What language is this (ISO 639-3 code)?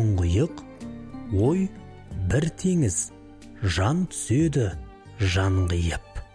kaz